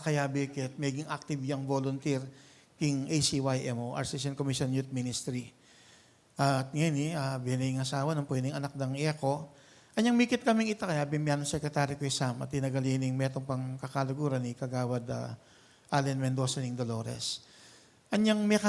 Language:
Pampanga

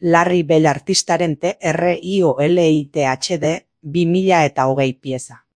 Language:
Basque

